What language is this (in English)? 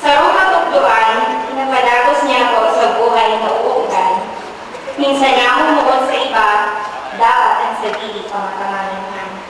Bikol